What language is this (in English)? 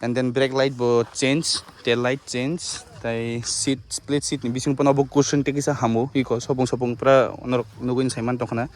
Kok Borok